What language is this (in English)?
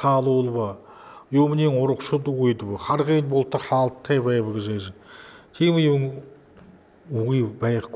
Buriat